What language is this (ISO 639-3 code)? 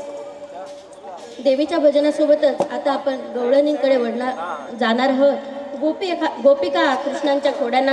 mar